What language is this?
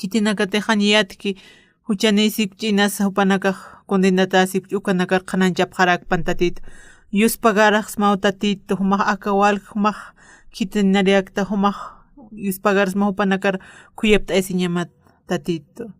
Aymara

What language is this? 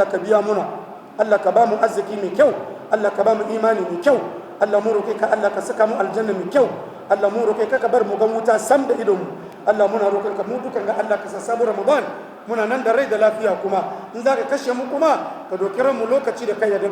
Hausa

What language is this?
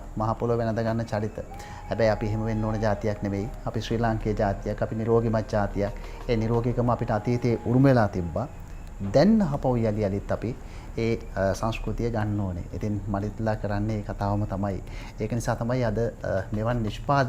Sinhala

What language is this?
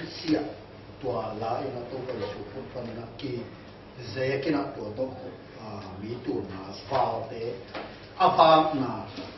Tedim Chin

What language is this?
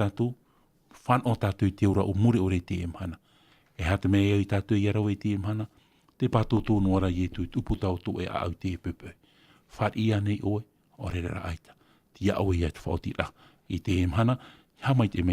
Tahitian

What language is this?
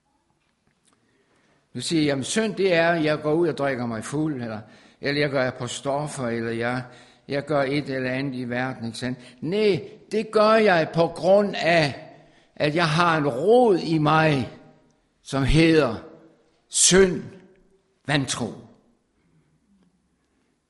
Danish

